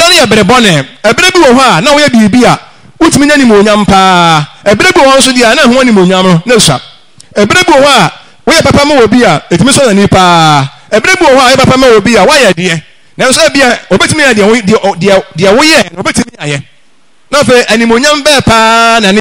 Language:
Akan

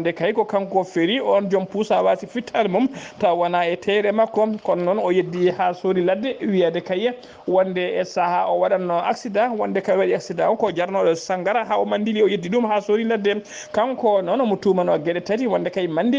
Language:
Fula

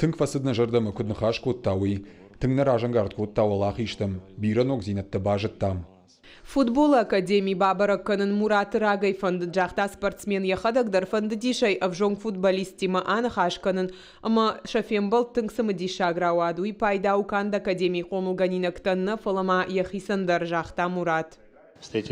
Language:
Ossetic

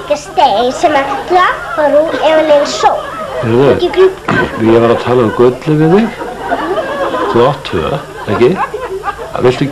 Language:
Icelandic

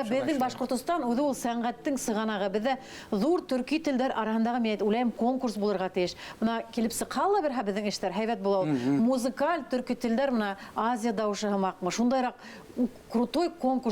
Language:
Bashkir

